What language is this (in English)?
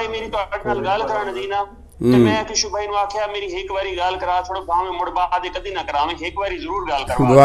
Saraiki